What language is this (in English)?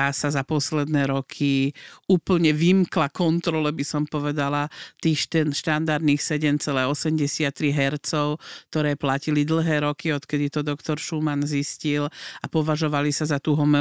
Slovak